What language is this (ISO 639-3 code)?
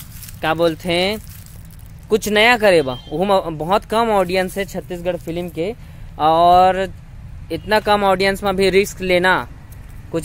hne